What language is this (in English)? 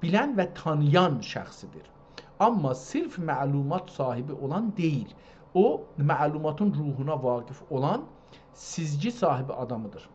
South Azerbaijani